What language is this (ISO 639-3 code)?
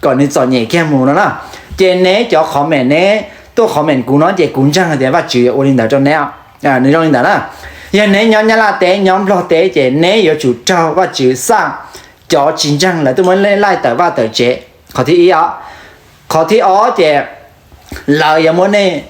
hmn